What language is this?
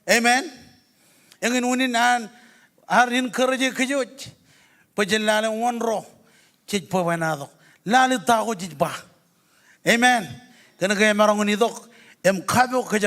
Marshallese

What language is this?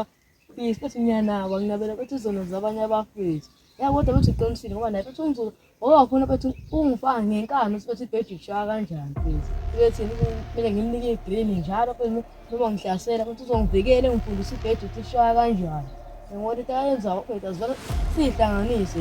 Zulu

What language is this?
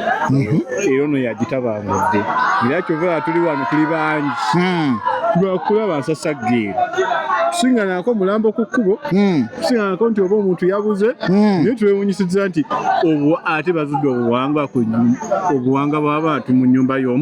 Ganda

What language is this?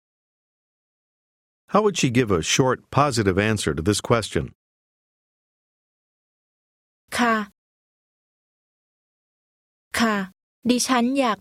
Thai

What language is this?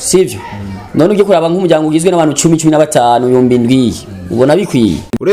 Rundi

